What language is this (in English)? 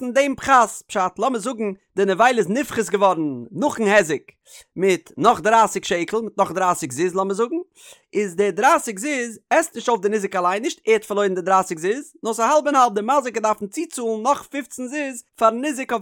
Yiddish